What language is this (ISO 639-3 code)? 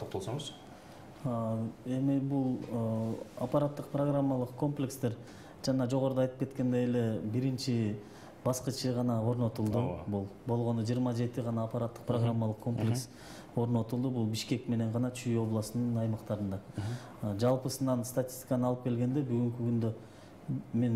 kir